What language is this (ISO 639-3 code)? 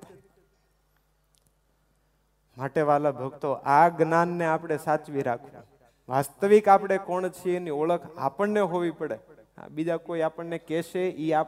guj